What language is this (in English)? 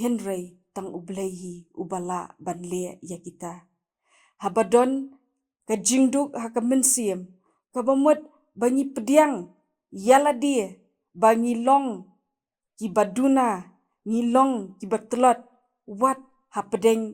Khasi